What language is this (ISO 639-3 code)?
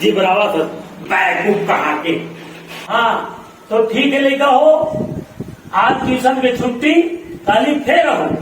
hne